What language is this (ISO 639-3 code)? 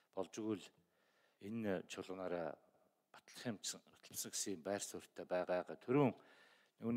mon